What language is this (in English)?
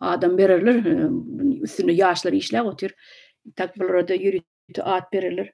Turkmen